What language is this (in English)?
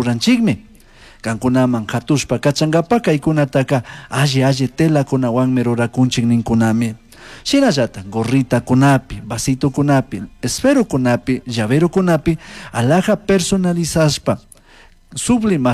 Chimborazo Highland Quichua